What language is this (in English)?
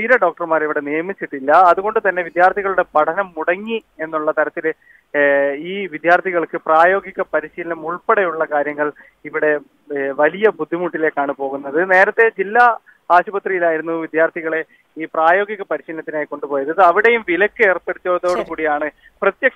Malayalam